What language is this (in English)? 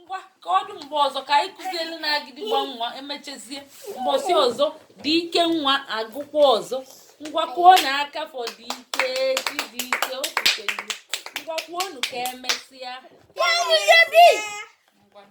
Igbo